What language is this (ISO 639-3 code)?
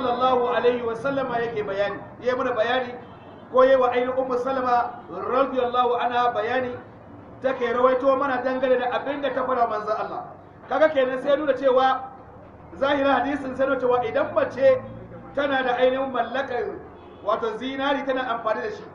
hau